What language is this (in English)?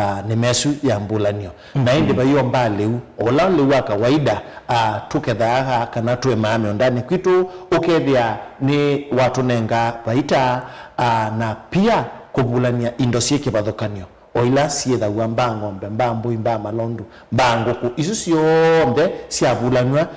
Kamba